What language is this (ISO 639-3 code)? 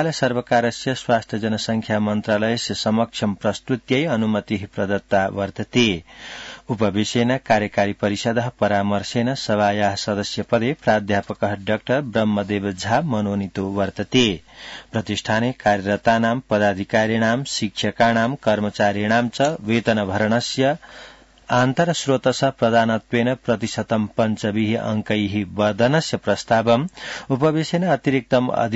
san